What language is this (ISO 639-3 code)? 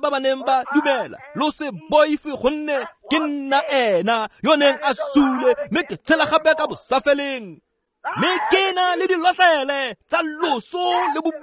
tsn